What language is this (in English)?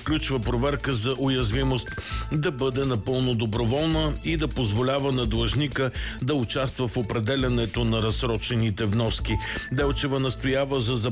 Bulgarian